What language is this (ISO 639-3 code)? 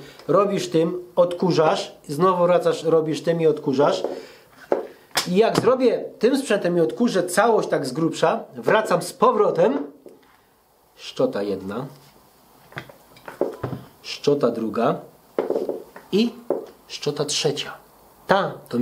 pol